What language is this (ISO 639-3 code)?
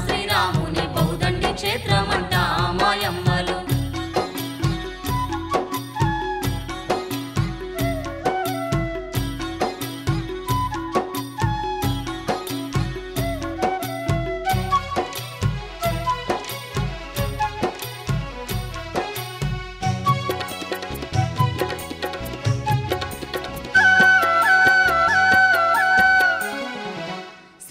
tel